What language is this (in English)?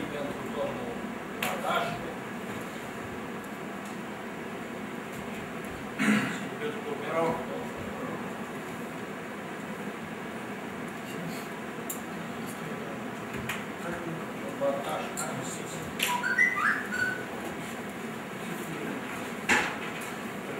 Romanian